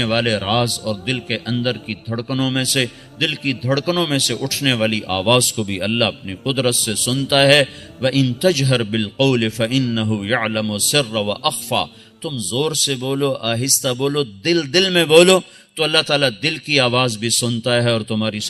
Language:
Urdu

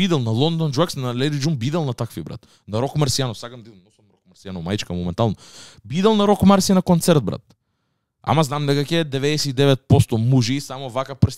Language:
Macedonian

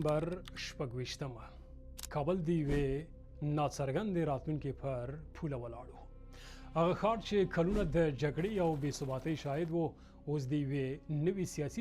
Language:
Pashto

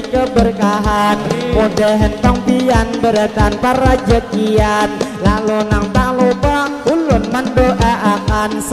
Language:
Banjar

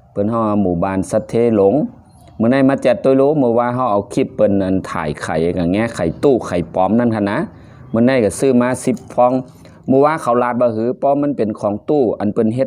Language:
Shan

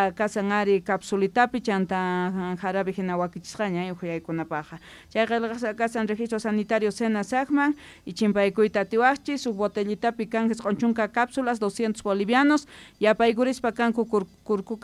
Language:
Quechua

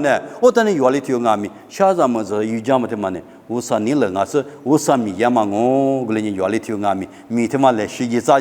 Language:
Lisu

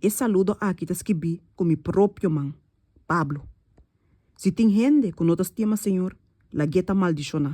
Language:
Papiamento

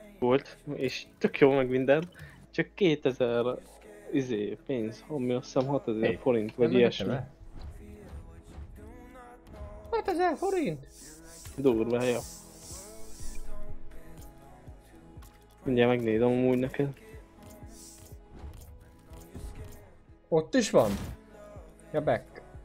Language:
Hungarian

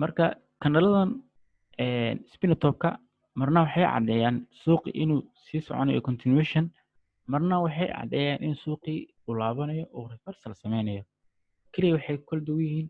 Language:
Somali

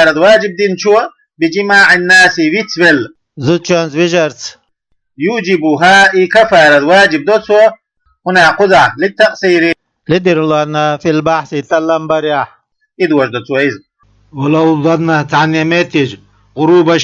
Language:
Chechen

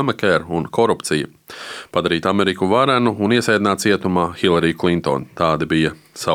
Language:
Latvian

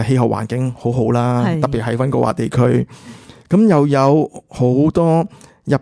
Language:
Cantonese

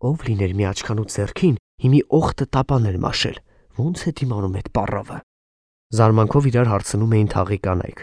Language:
Armenian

